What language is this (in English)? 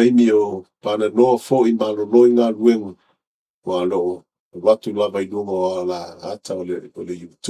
Samoan